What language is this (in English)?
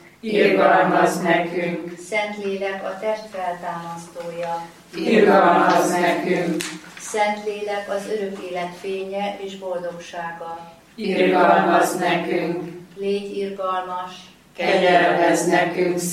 Hungarian